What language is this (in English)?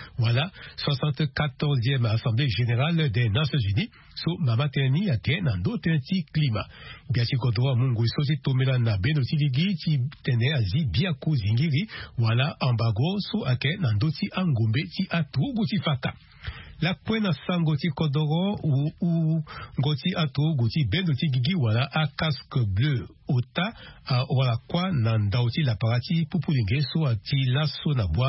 Sango